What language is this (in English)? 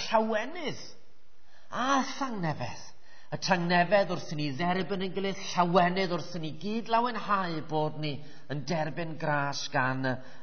Welsh